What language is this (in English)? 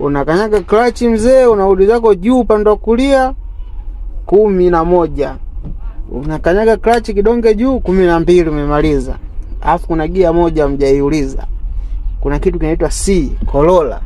Swahili